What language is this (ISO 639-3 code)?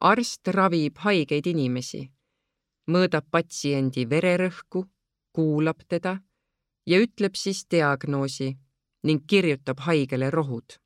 est